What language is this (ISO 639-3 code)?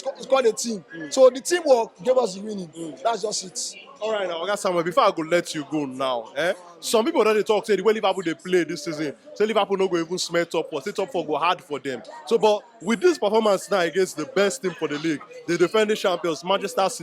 pcm